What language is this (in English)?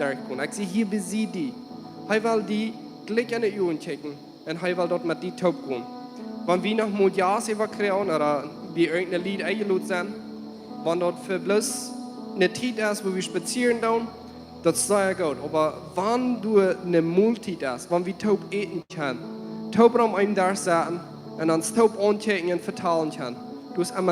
Plautdietsch